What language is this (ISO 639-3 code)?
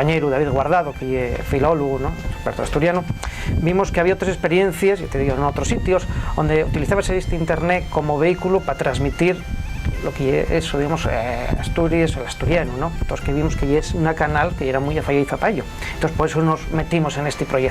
ast